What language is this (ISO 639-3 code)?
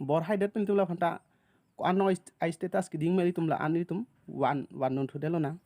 mjw